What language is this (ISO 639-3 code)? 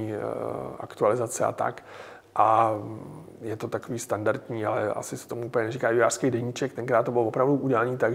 ces